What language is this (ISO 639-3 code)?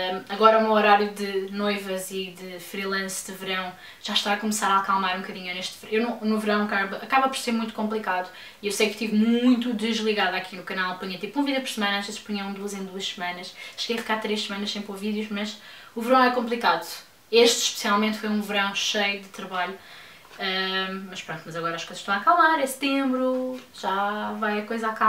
por